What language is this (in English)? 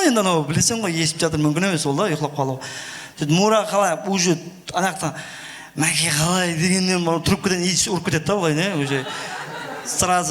Kara-Kalpak